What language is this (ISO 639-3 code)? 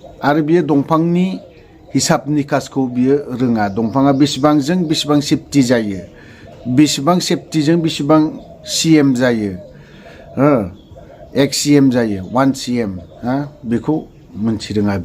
brx